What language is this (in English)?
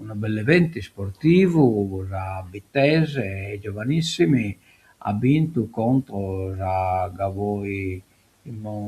Sardinian